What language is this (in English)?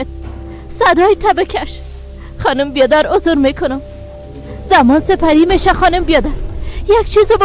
Persian